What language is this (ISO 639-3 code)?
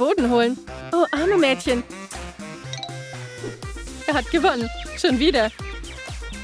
deu